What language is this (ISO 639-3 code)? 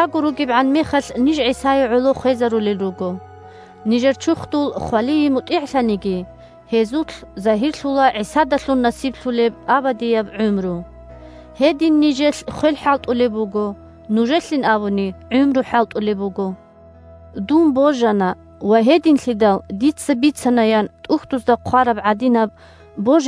ava